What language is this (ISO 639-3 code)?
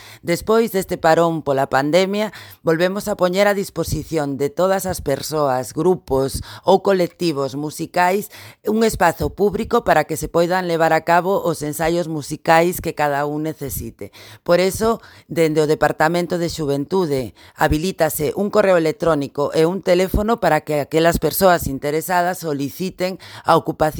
glg